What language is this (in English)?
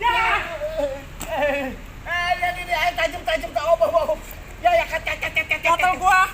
Betawi